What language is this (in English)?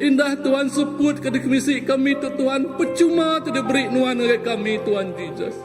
Iban